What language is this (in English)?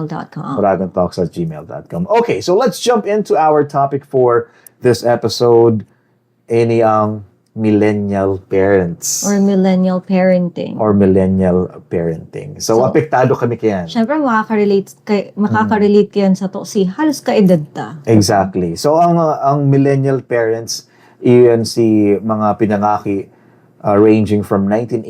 Bikol